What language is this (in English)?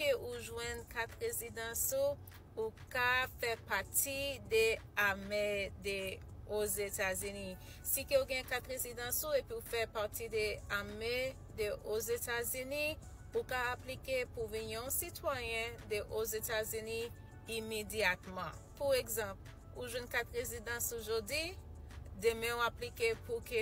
Haitian Creole